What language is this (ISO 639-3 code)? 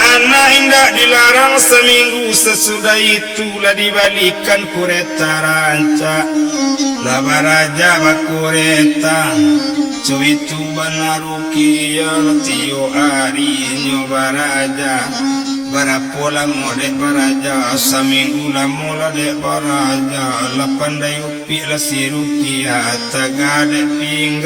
min